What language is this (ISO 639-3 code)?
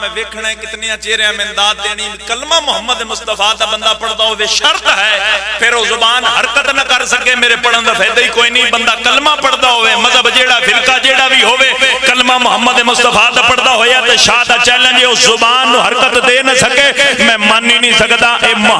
phr